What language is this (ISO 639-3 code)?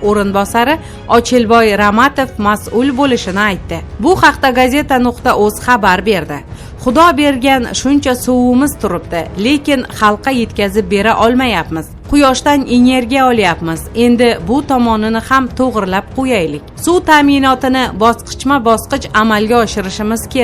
uzb